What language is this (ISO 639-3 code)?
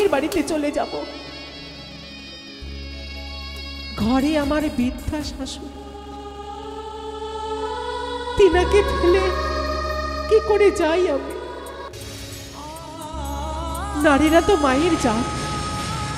ben